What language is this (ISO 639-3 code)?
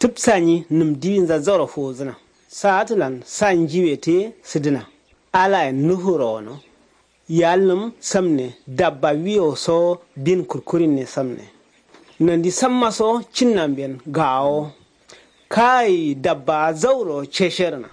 kau